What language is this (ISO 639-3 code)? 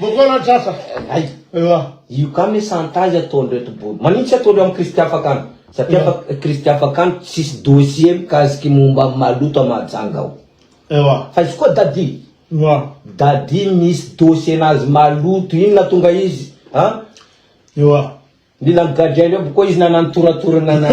mlg